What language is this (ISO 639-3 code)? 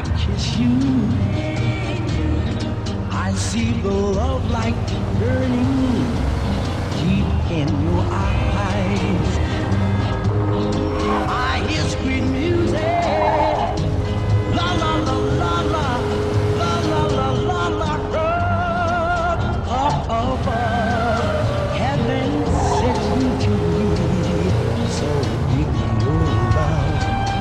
eng